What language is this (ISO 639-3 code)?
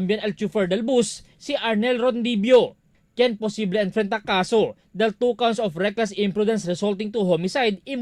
cbk